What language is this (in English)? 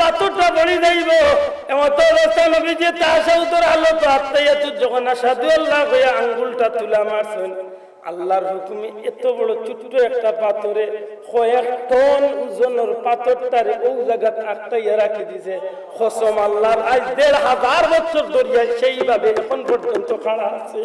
Sylheti